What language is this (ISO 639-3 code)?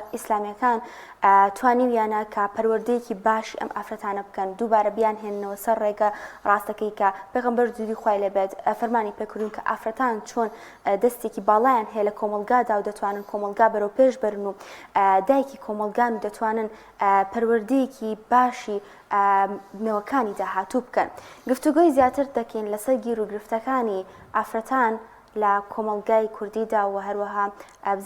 ckb